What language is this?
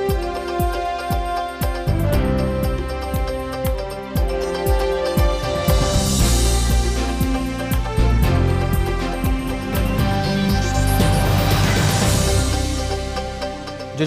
Udmurt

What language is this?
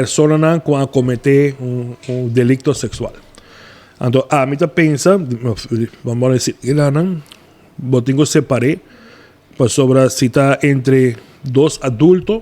Papiamento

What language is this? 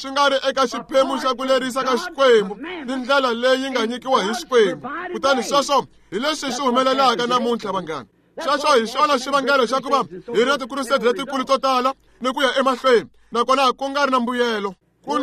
Tsonga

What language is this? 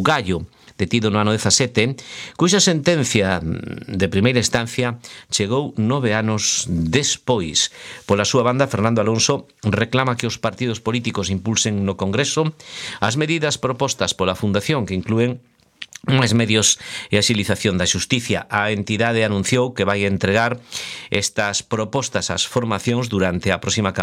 Galician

